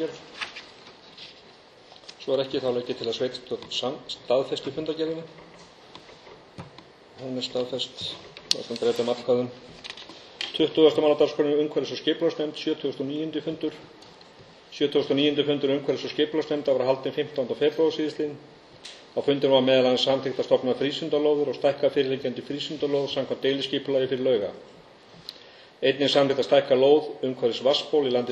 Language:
Icelandic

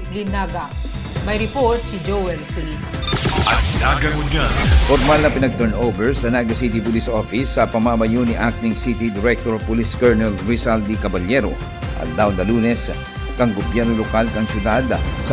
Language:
Bikol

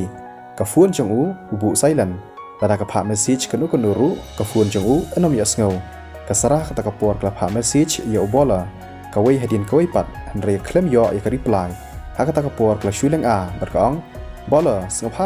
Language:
Khasi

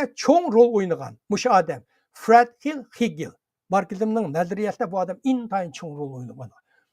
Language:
Uyghur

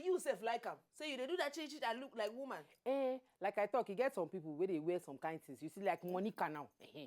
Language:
Nigerian Pidgin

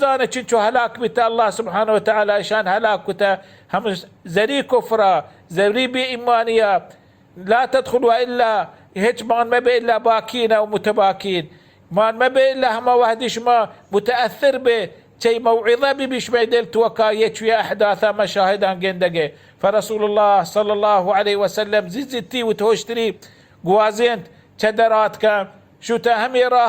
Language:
Baluchi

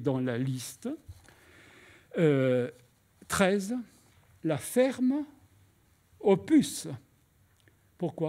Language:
French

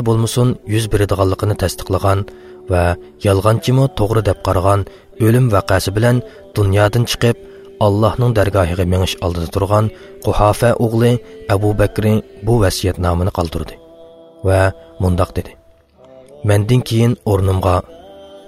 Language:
Uyghur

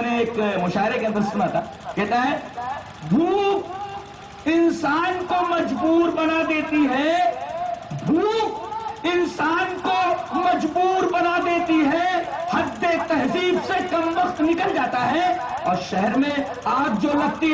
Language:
Urdu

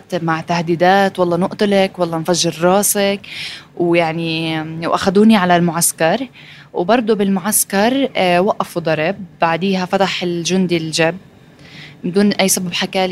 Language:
North Levantine Arabic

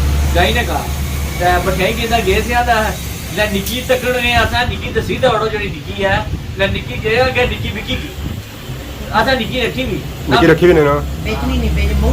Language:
Pahari-Potwari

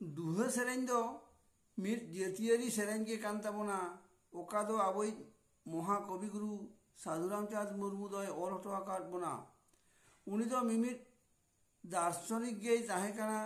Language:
Santali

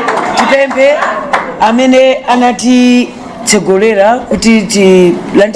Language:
Nyanja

